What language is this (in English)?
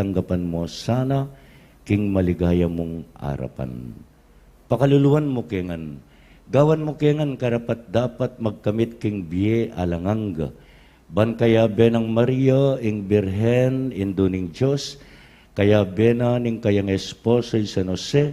Pampanga